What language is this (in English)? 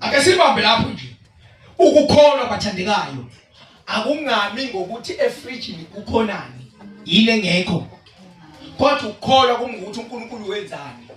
Zulu